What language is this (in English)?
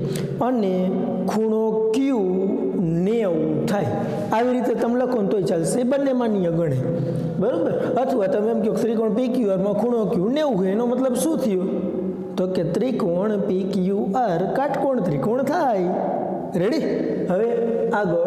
Gujarati